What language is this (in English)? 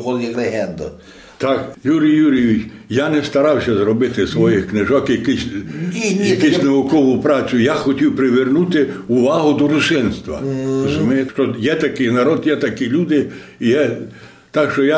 Ukrainian